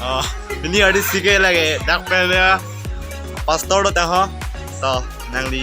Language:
Karbi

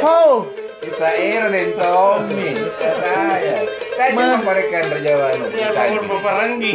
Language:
Makasar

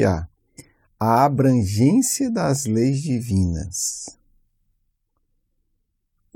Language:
Portuguese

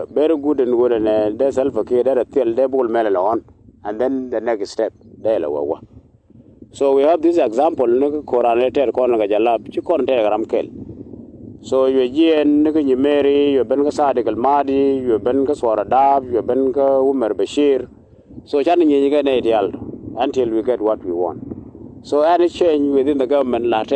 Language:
Nuer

